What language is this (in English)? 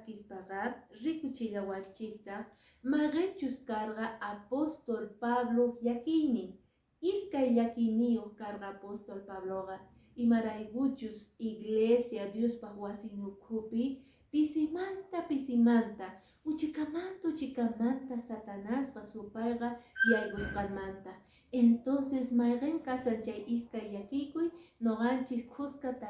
Quechua